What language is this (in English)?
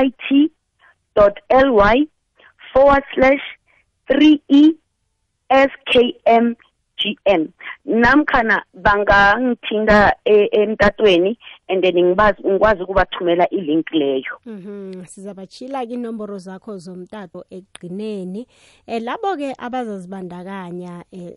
South Ndebele